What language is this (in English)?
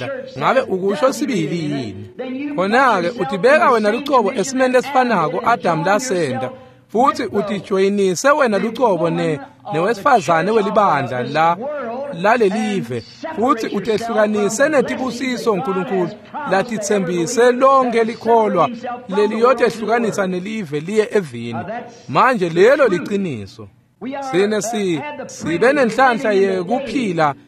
Swati